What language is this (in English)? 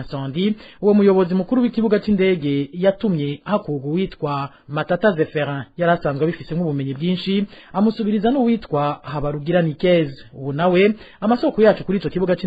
Rundi